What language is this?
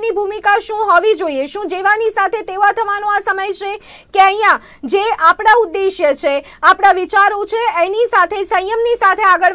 Gujarati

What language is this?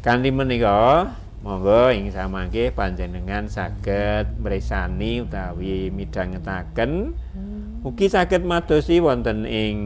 Javanese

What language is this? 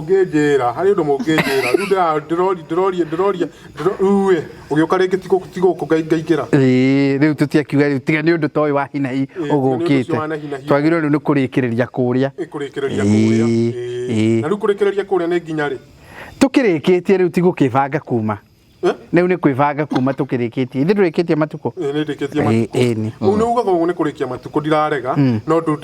Kikuyu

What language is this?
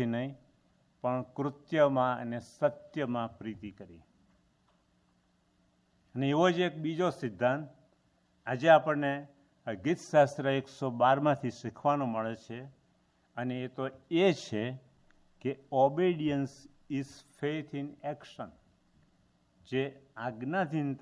Gujarati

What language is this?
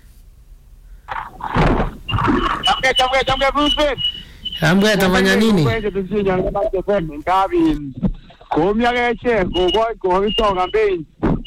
Swahili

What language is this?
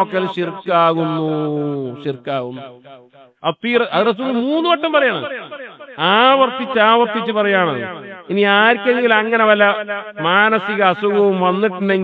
Malayalam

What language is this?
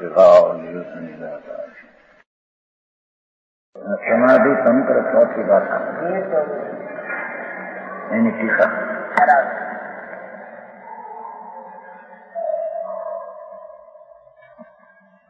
Gujarati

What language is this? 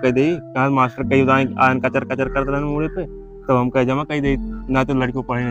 Awadhi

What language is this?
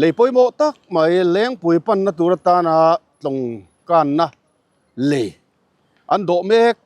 Mizo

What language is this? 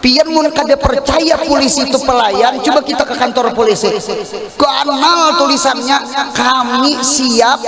Banjar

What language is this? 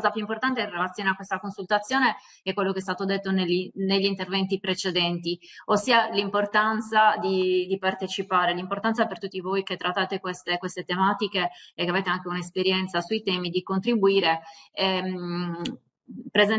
Italian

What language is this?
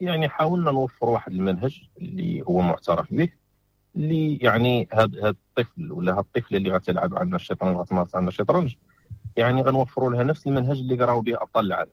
Moroccan Arabic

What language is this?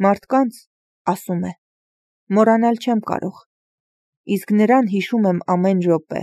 Armenian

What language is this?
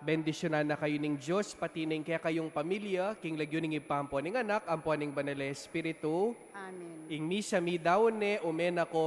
Pampanga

